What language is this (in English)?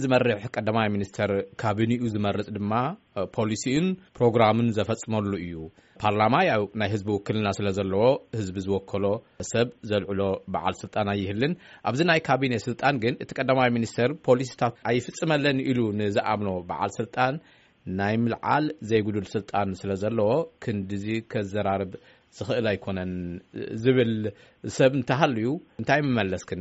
Tigrinya